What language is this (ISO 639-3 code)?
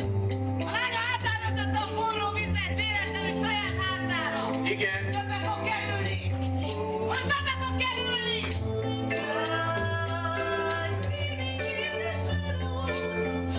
hun